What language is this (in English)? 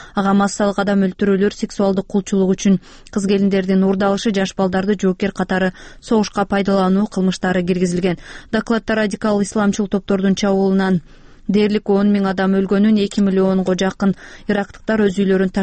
Kyrgyz